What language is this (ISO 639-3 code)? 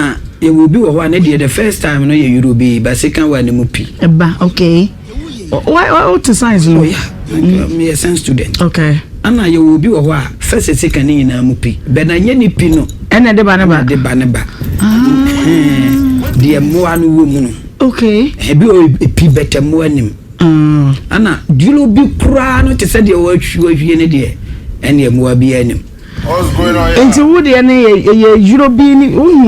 aka